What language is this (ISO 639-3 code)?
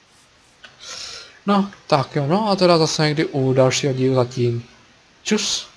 ces